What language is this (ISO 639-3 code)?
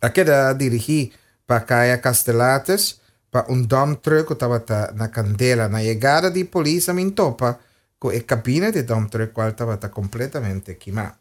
pap